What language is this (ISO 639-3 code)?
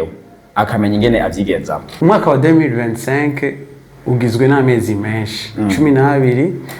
run